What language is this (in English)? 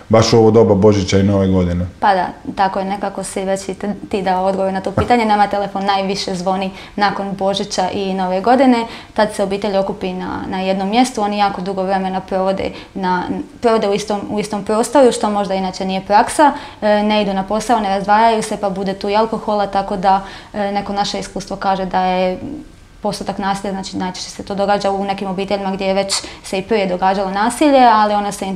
Croatian